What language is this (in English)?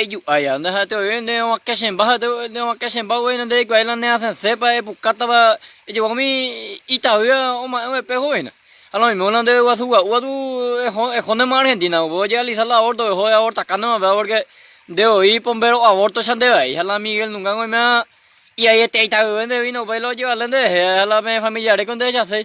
Guarani